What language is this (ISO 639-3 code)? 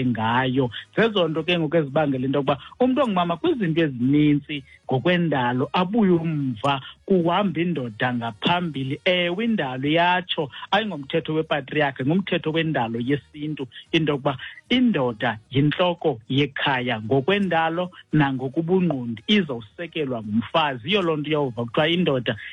xho